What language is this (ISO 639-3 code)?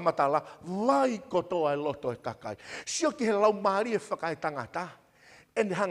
ton